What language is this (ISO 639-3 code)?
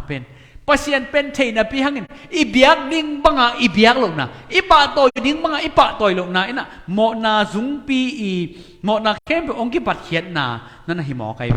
ctd